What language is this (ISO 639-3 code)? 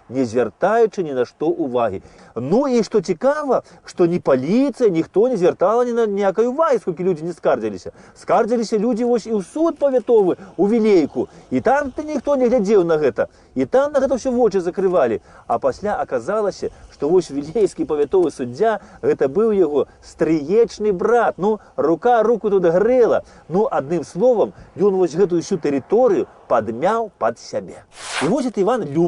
bel